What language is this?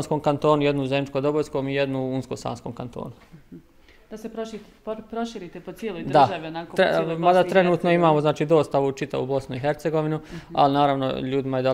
Bosnian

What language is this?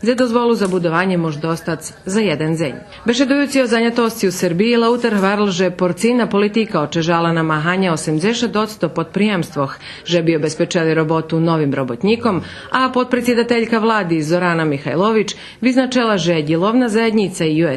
Rusyn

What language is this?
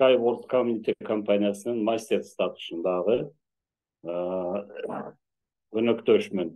Kyrgyz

